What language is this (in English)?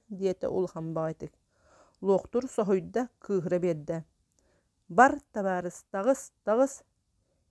Yakut